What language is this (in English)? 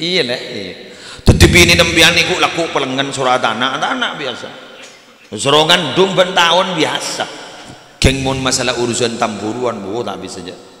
Madurese